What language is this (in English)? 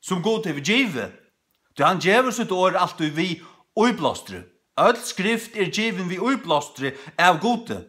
Faroese